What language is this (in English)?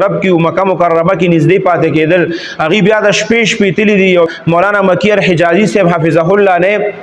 Pashto